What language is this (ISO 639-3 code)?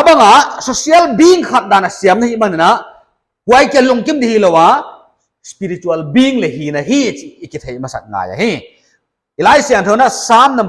pck